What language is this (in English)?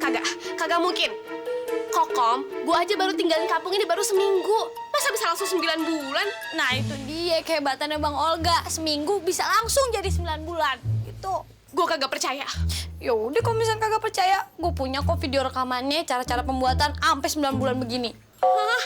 Betawi